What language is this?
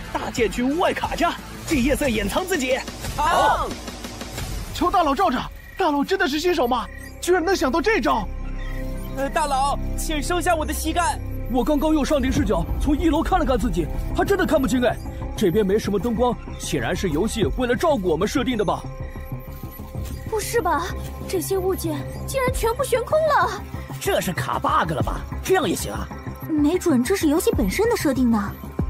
Chinese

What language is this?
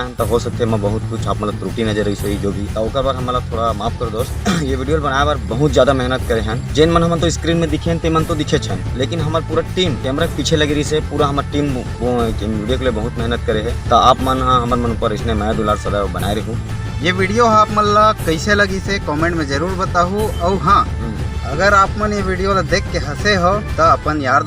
Chhattisgarhi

